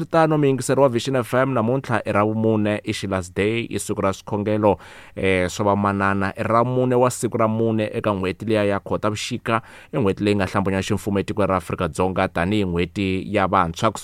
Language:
Tsonga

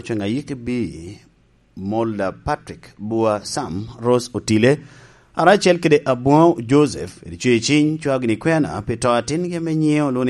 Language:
Lango (Uganda)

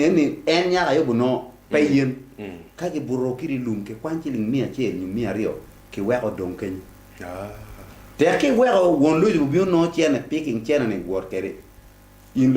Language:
Acoli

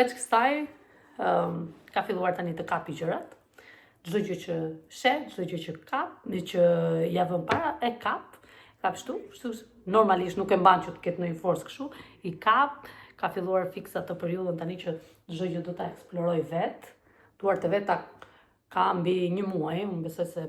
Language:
Albanian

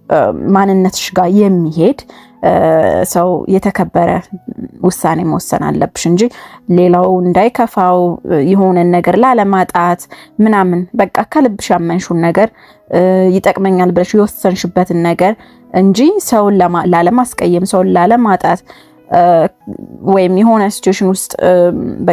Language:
Amharic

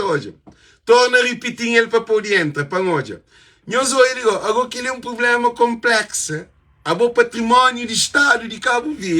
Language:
Kabuverdianu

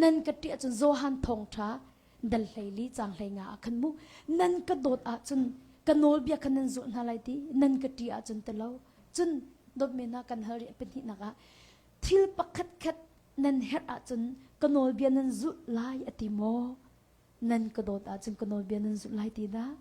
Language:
Hakha Chin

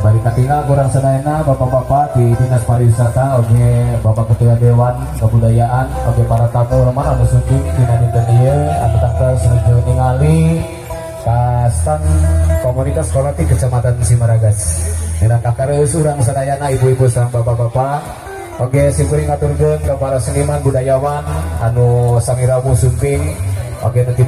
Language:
Sundanese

